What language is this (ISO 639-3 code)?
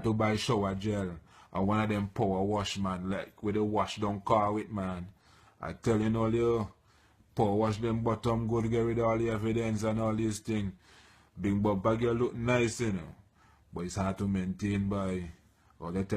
jam